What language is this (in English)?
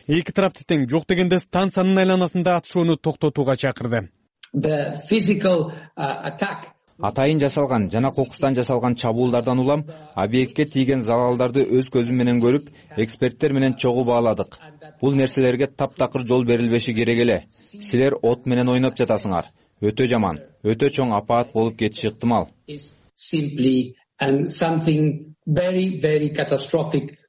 Kyrgyz